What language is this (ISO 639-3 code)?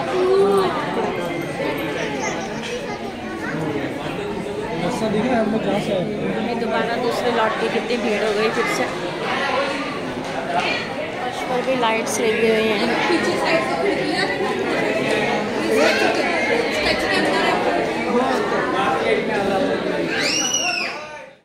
hin